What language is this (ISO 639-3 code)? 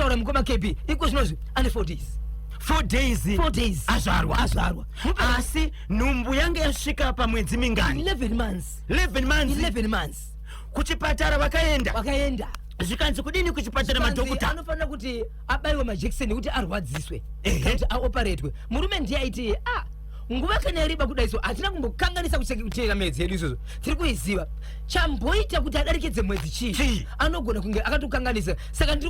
sna